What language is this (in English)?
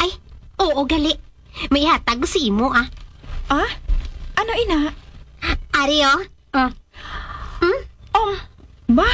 Hiligaynon